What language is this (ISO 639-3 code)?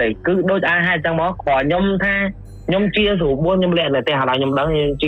khm